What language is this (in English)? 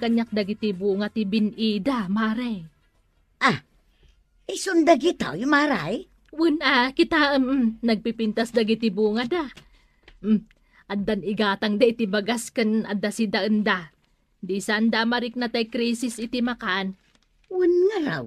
Iloko